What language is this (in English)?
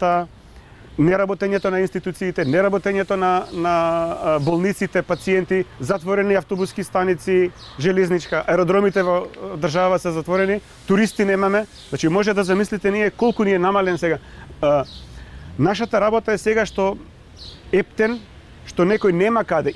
Macedonian